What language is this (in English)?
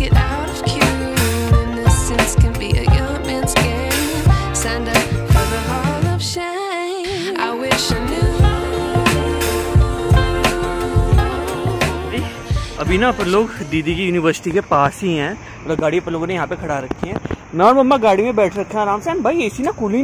Hindi